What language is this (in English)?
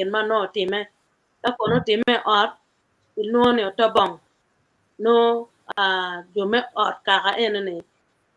Acoli